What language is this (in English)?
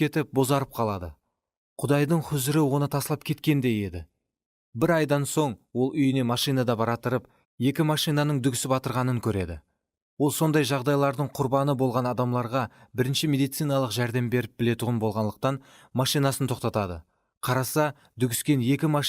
Kara-Kalpak